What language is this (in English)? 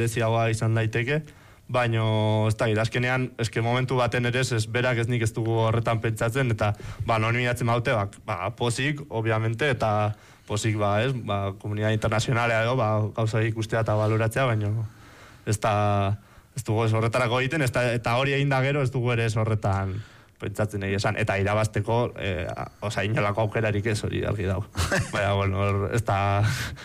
Basque